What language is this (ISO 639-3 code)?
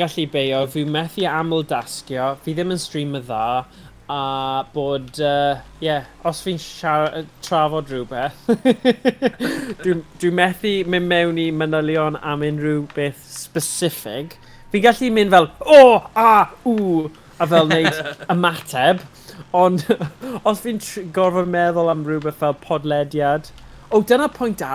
cym